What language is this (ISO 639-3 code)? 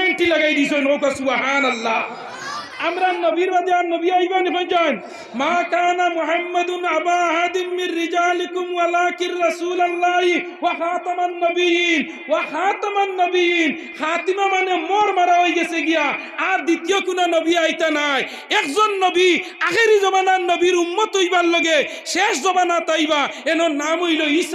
syl